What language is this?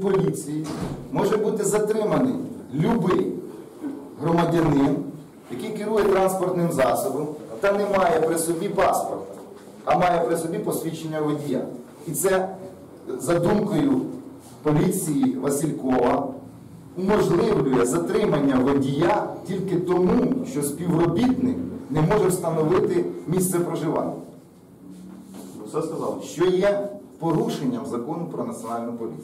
Ukrainian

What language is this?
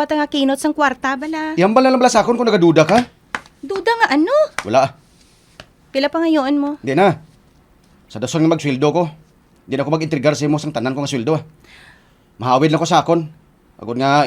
Hiligaynon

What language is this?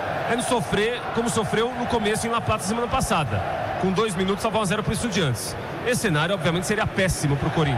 Portuguese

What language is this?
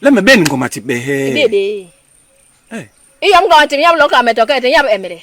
Basaa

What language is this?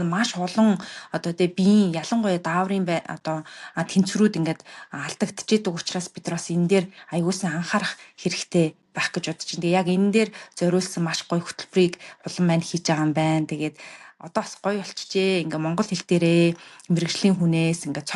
Mongolian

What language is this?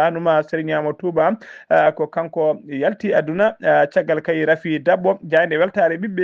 Fula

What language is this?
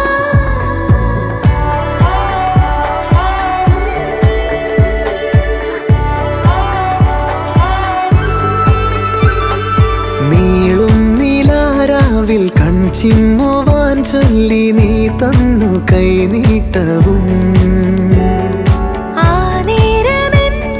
Malayalam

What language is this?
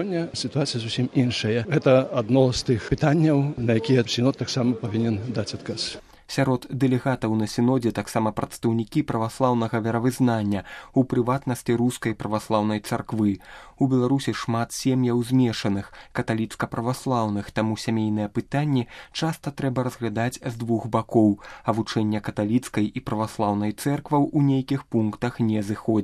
Belarusian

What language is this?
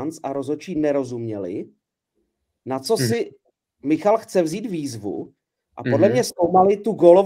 Czech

